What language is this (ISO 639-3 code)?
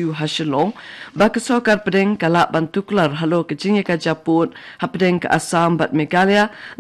kha